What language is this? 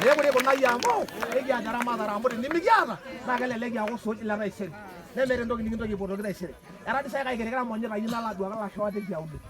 Masai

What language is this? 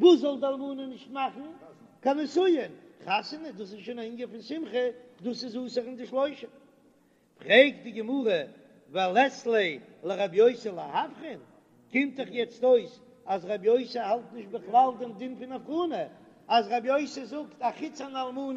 Yiddish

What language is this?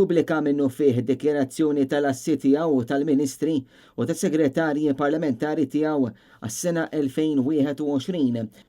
Maltese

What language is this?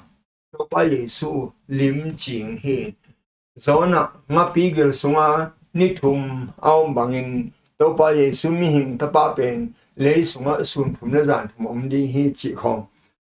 Tedim Chin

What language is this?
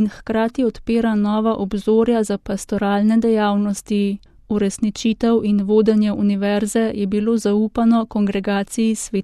Slovenian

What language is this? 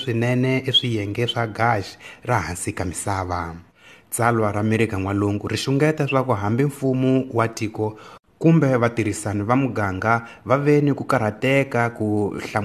Tsonga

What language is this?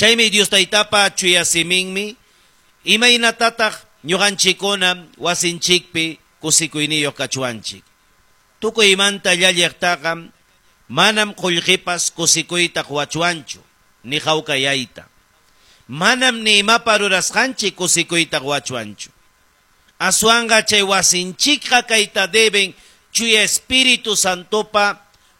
Ayacucho Quechua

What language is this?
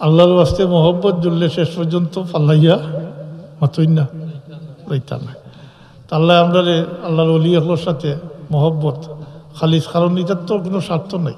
Sylheti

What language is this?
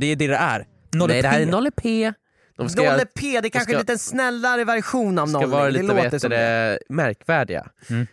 Swedish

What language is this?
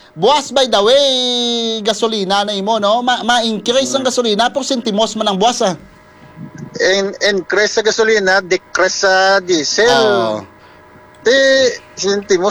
Hiligaynon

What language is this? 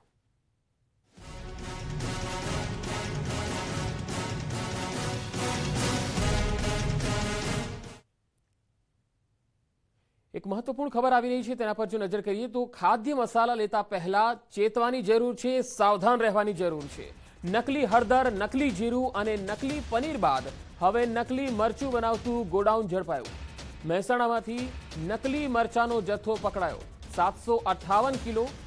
Gujarati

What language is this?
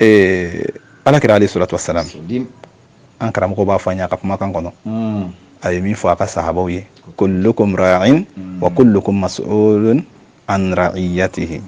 Bambara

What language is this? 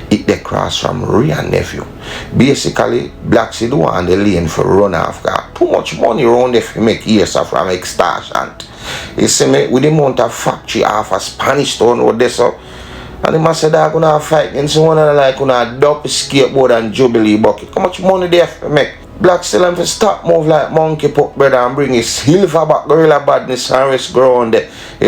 Jamaican Creole English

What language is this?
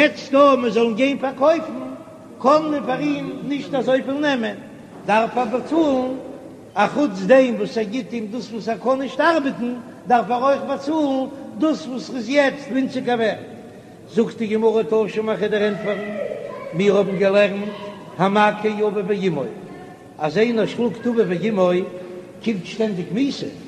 Yiddish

